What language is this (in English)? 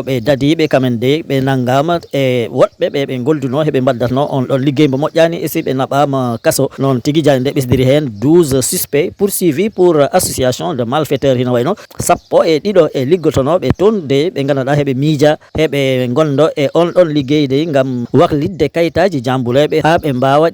Fula